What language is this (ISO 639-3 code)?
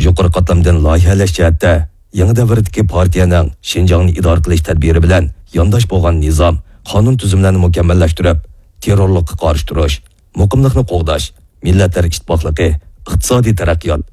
uig